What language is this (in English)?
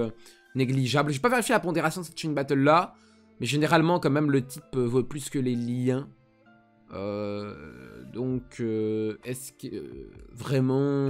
French